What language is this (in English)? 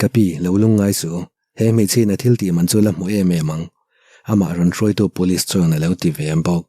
Mizo